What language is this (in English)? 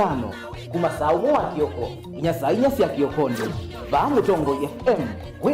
Kamba